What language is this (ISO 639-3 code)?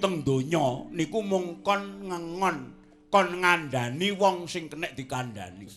jav